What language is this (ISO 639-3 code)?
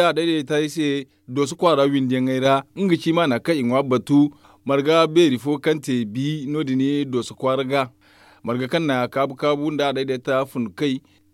dje